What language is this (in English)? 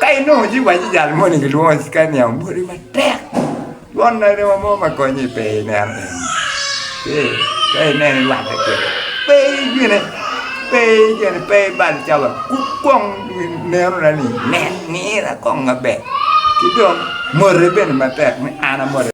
Acoli